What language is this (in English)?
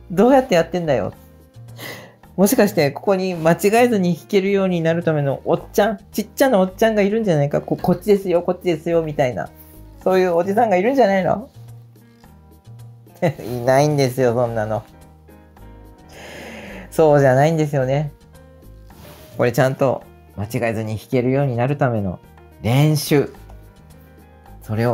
Japanese